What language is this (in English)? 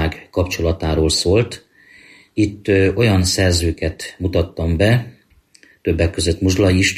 Hungarian